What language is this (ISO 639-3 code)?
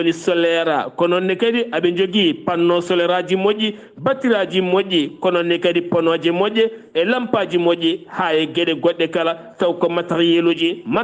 ful